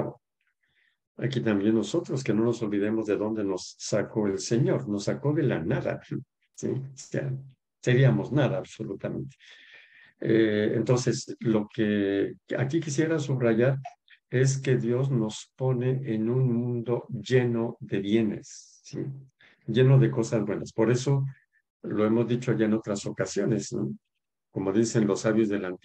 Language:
Spanish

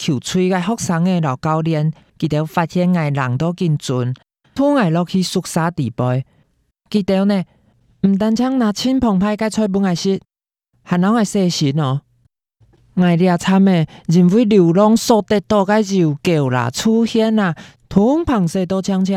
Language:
Hakka Chinese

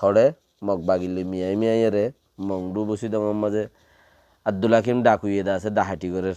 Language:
Rohingya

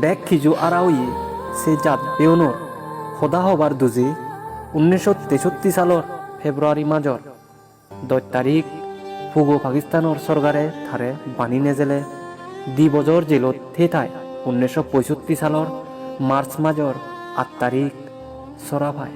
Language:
Chakma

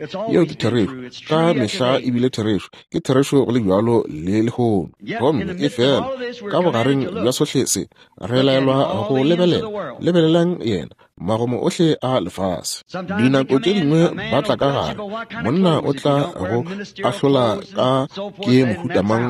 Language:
Northern Sotho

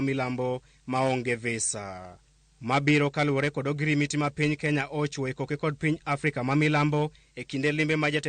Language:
Luo (Kenya and Tanzania)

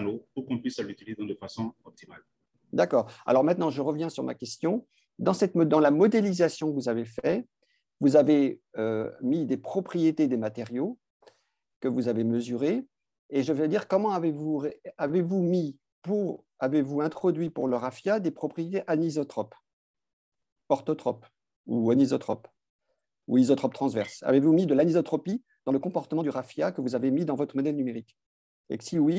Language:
French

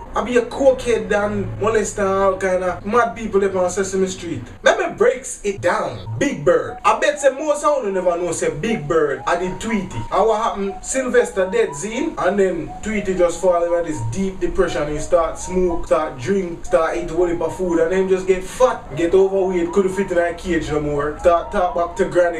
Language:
Jamaican Creole English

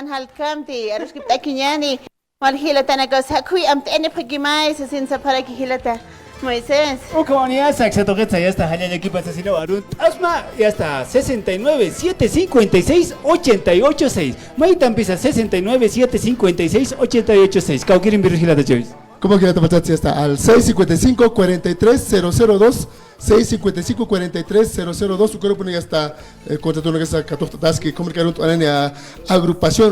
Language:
Aymara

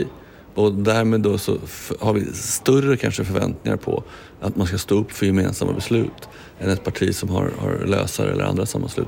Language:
Swedish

